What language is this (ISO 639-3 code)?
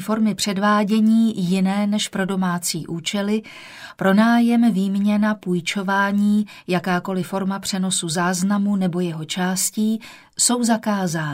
ces